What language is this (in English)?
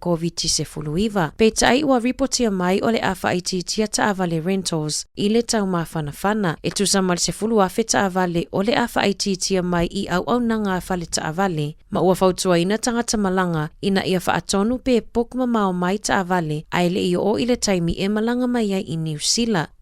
Samoan